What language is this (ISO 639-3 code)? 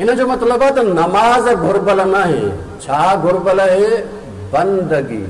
snd